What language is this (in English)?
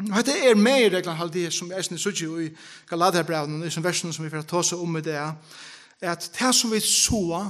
Faroese